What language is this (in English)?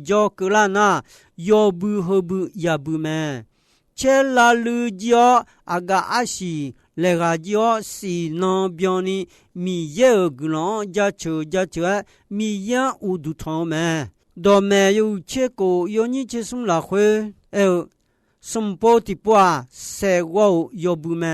Akha